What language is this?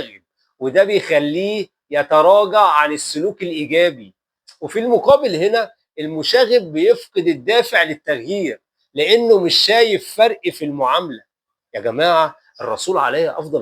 Egyptian Arabic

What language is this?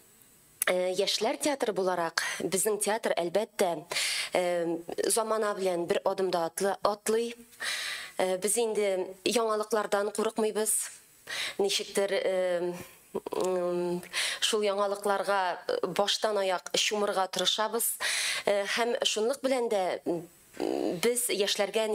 Tatar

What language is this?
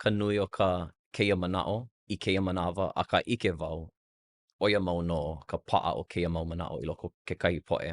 Hawaiian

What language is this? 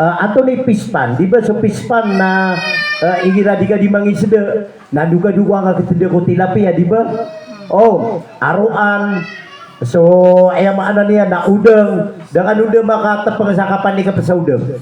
Maranao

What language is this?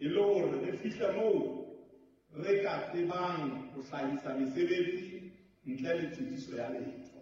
Southern Sotho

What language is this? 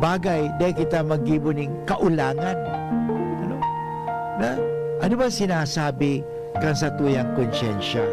Bikol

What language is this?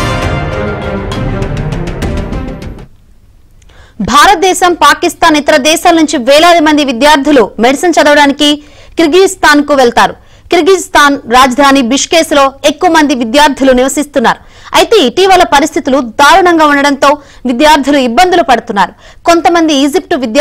Telugu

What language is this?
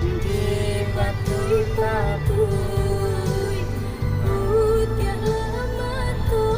Minangkabau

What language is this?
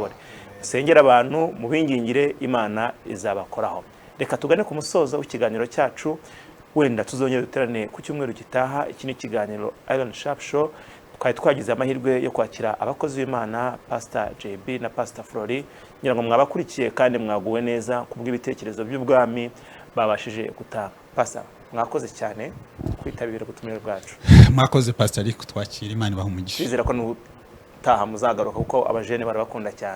Kinyarwanda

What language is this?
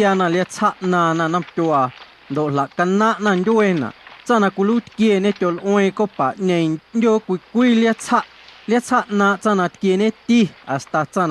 Guerrero Amuzgo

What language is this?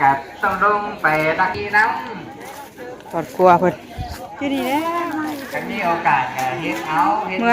Northeastern Thai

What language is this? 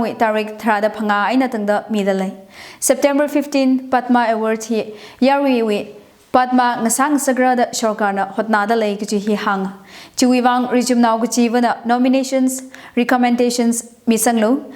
Tangkhul Naga (India)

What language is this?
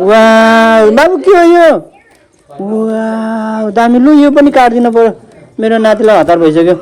Nepali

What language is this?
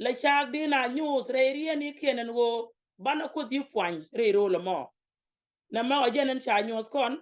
Nuer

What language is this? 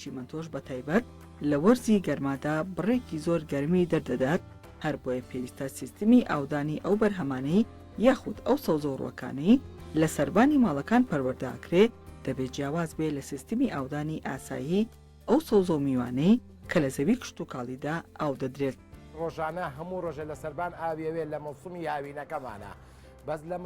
Central Kurdish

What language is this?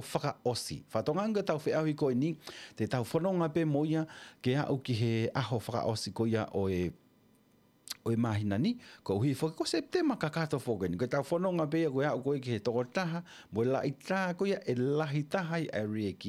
Tongan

